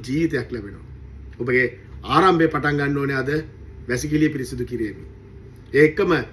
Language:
Sinhala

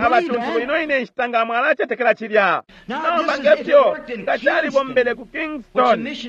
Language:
Bemba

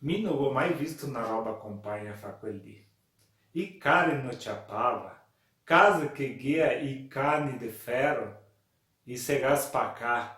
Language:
Venetian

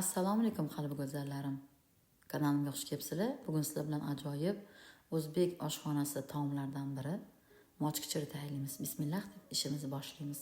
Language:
Uzbek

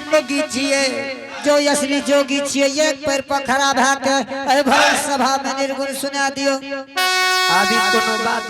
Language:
Angika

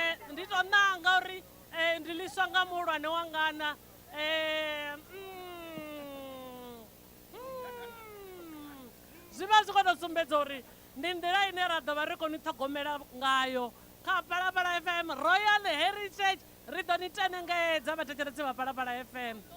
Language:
Venda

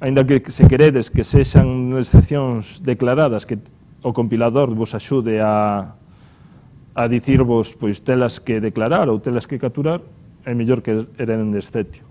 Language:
Galician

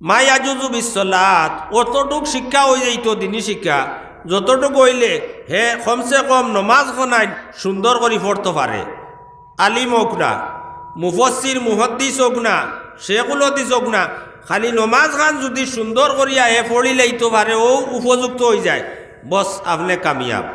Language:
Sylheti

